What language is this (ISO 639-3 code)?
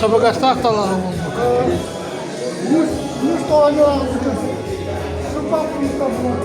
sah